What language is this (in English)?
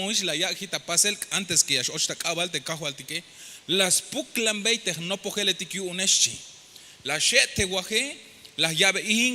Tzeltal